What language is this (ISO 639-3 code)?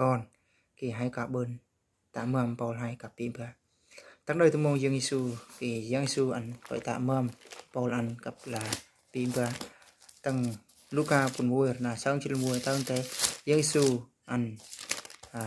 bru